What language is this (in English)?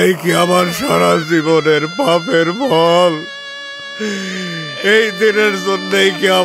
Bangla